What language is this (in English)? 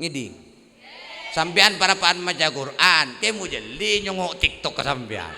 Madurese